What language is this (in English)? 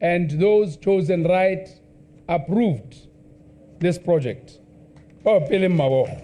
Tswana